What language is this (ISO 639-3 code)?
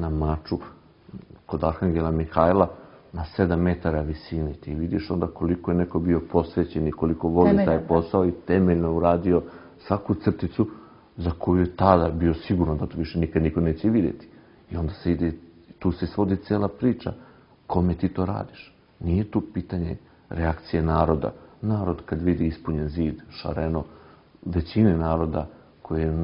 srp